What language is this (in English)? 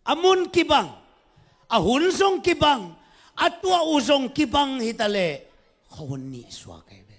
Tedim Chin